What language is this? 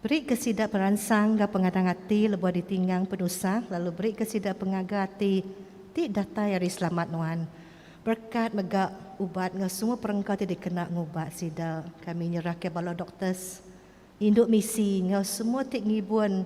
Iban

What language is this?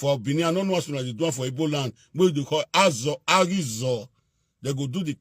Nigerian Pidgin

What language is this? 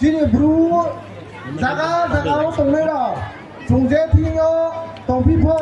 Riang (India)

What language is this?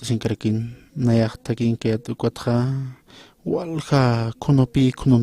Aymara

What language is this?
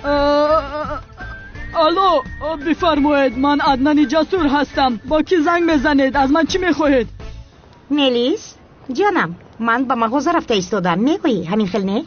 Tajik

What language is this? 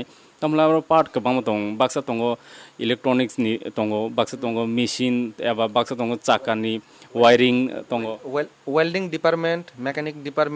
Kok Borok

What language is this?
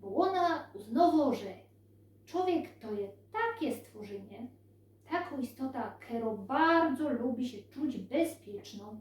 Silesian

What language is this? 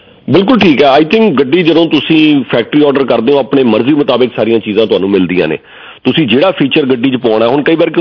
Punjabi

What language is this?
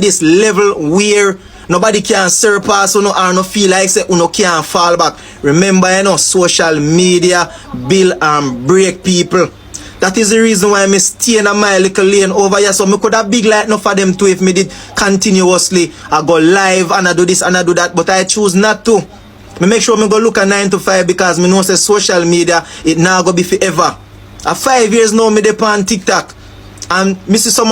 Jamaican Creole English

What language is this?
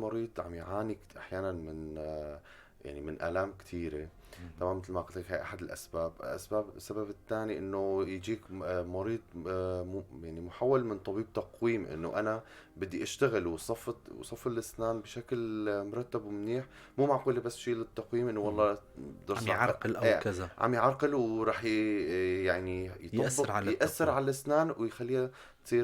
North Levantine Arabic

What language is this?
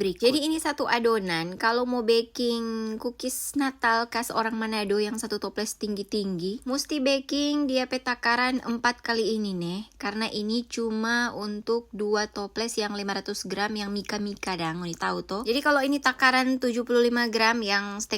Manado Malay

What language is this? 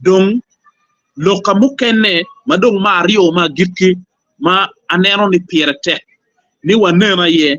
Acoli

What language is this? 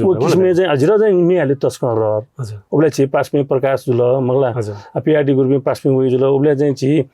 Newari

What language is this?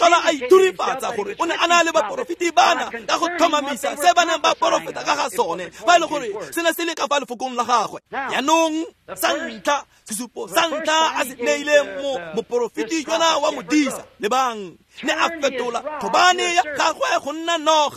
Tswana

